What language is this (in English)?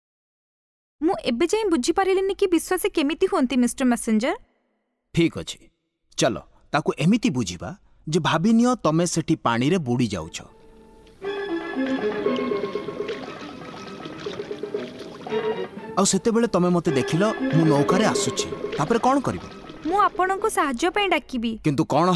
Odia